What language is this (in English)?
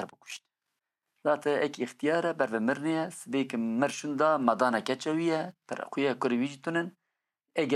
Kurdish